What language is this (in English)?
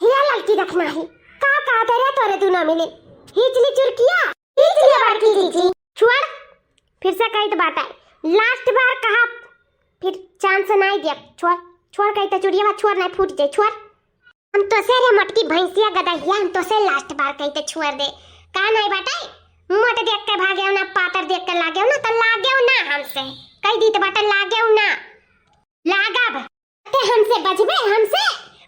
Awadhi